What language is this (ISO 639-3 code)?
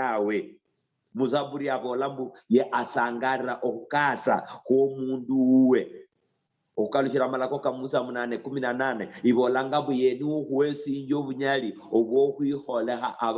luy